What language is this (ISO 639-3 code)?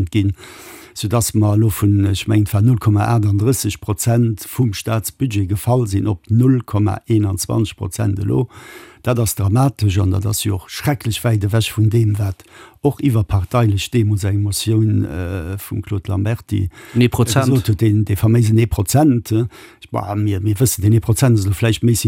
ltz